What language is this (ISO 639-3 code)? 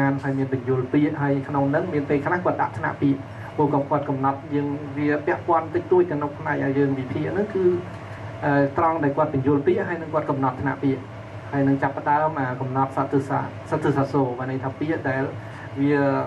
khm